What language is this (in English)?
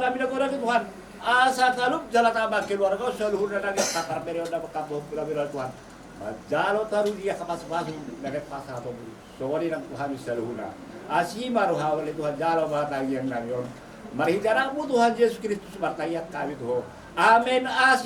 Batak Toba